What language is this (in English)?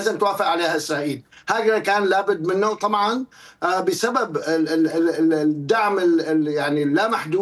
Arabic